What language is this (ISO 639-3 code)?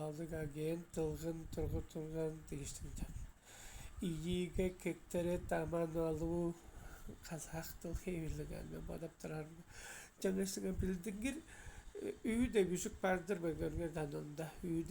tyv